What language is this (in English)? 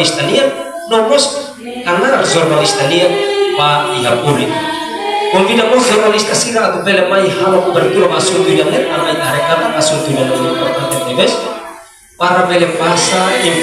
Tetum